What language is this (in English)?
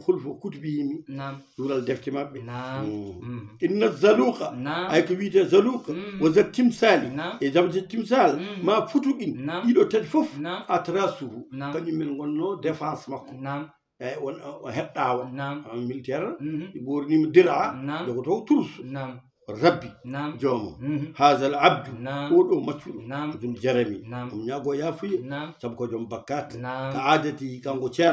Fula